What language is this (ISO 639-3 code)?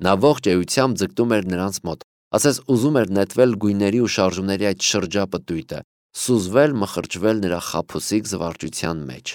hye